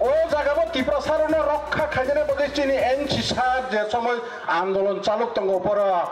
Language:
Riang (India)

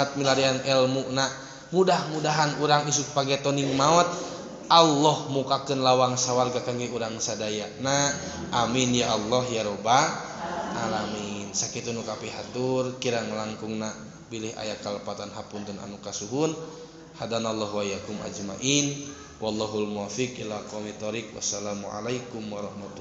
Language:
Sundanese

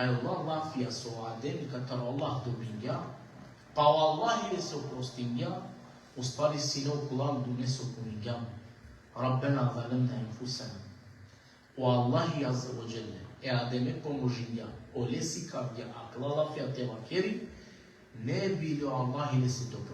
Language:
Balkan Romani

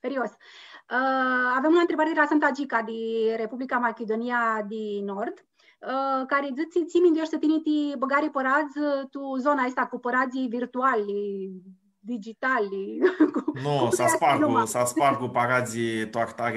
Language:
Aromanian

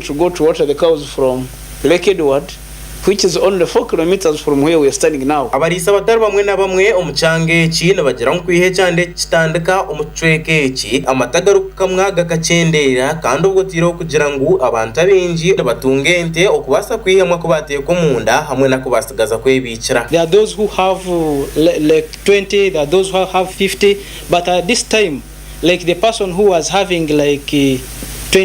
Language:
Nyankole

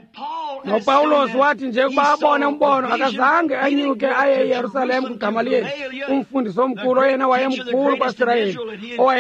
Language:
Xhosa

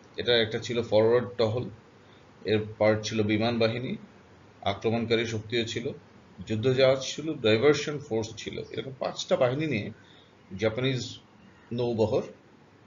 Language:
Bangla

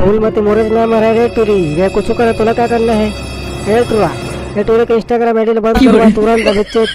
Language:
Chhattisgarhi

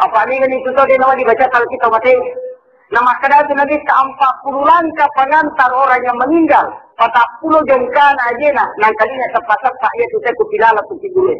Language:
Buginese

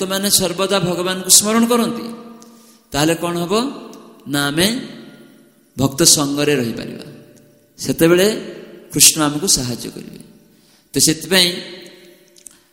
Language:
Odia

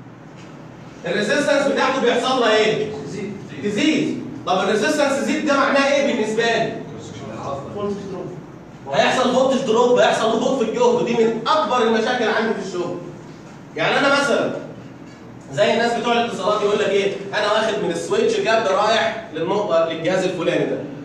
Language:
Egyptian Arabic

